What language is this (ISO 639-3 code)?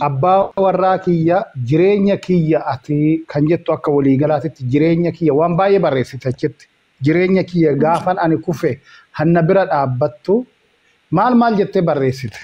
orm